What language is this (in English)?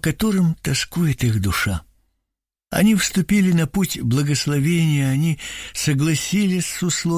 Russian